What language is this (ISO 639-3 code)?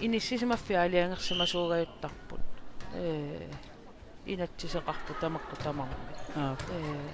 kal